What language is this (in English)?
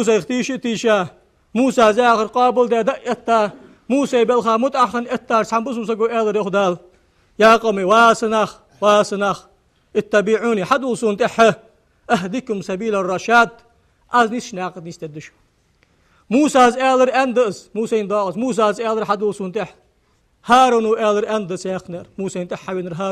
Ingush